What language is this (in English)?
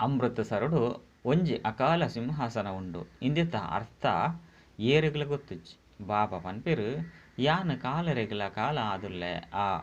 Tulu